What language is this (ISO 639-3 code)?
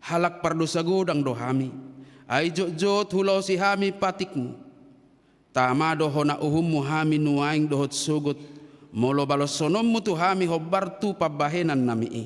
bbc